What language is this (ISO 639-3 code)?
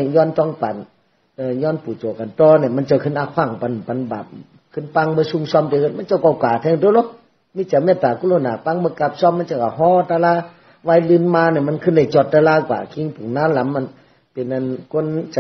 shn